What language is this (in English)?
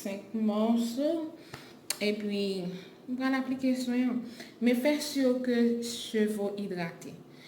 Haitian Creole